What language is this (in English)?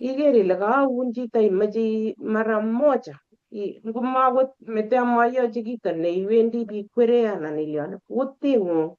Kalenjin